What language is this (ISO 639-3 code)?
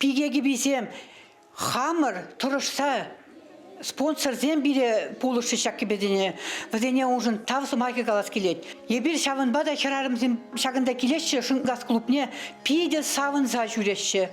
chv